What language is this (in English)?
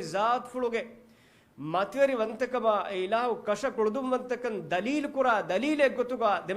Divehi